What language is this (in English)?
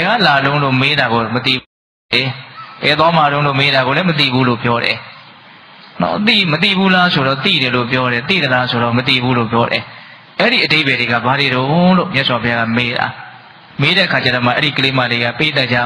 Burmese